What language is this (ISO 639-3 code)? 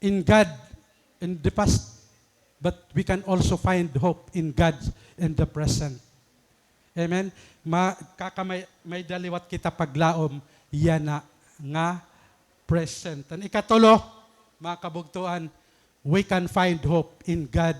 war